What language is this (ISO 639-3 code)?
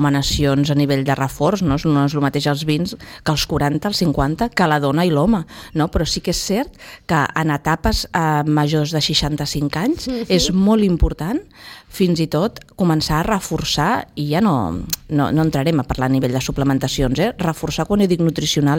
cat